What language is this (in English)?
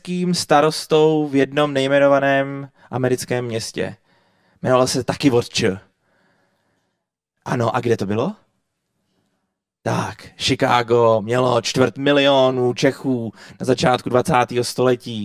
Czech